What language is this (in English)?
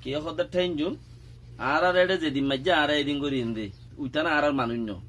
Rohingya